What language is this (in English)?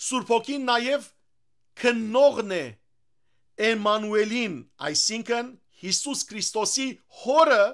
Western Armenian